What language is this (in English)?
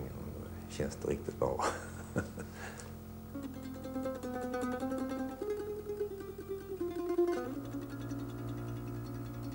Swedish